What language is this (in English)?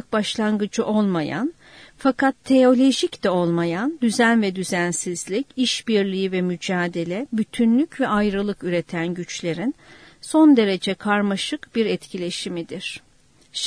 Turkish